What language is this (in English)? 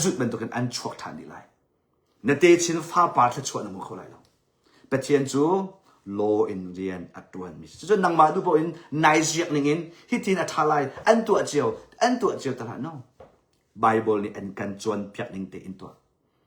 Hakha Chin